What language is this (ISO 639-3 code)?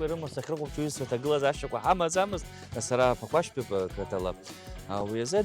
abk